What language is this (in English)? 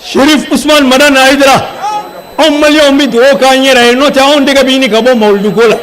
Bambara